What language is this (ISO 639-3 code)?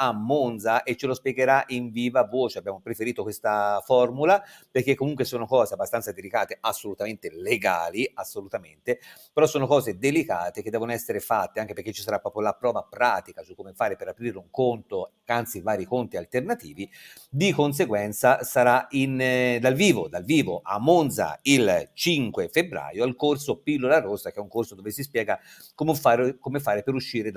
ita